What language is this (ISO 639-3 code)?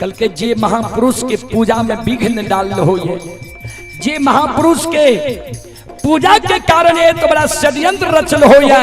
mai